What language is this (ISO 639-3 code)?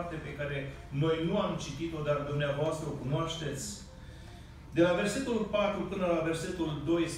ron